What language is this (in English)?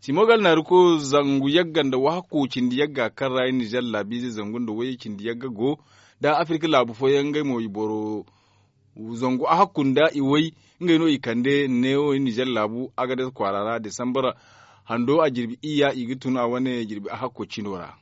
Zarma